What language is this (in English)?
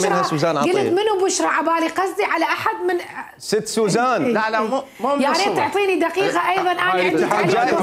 Mesopotamian Arabic